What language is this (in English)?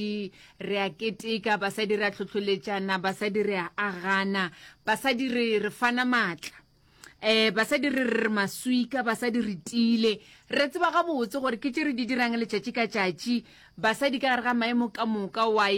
Northern Sotho